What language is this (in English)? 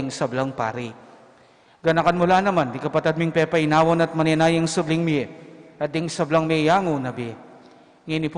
Pampanga